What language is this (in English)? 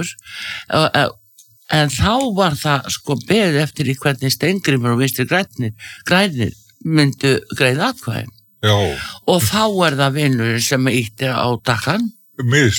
Icelandic